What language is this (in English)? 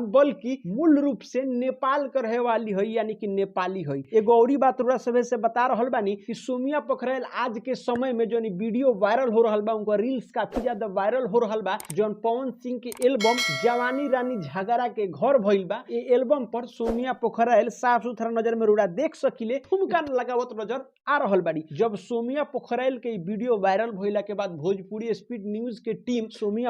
Bhojpuri